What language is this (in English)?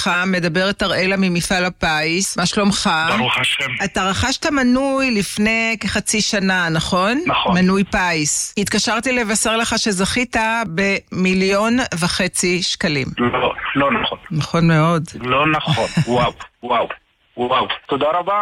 Hebrew